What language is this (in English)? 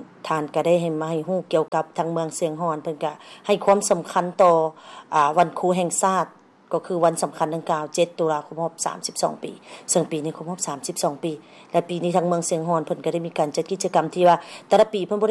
Lao